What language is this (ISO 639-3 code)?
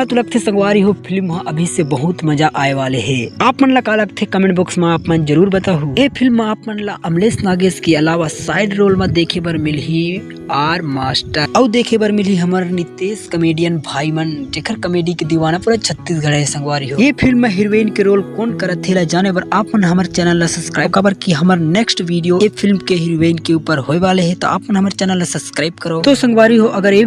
hne